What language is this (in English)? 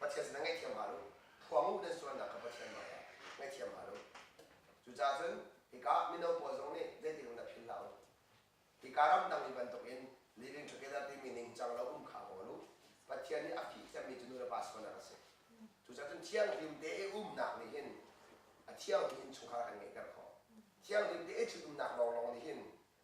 Hakha Chin